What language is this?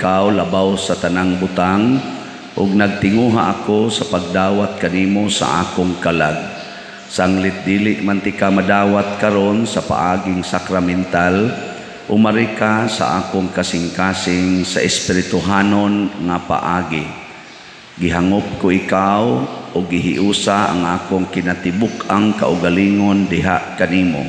Cebuano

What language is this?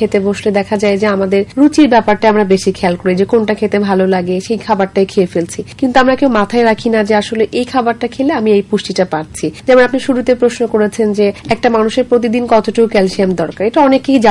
Bangla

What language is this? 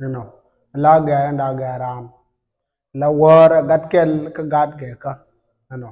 Nuer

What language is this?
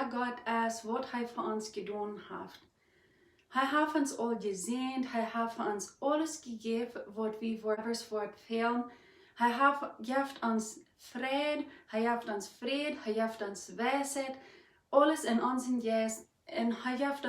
Plautdietsch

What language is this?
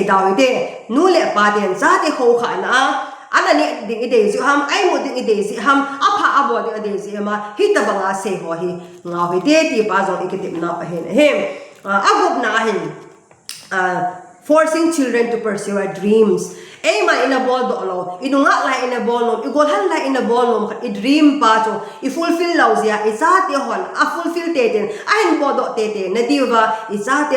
Thado Chin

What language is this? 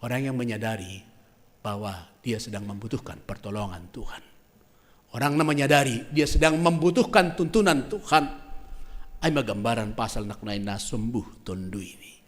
Batak Simalungun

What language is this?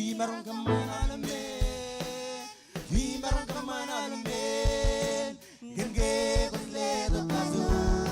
Marshallese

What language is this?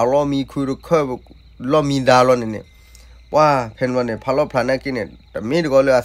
S'gaw Karen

